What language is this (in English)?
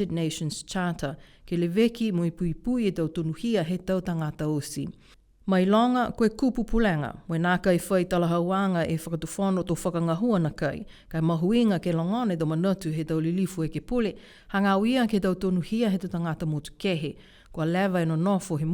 Niuean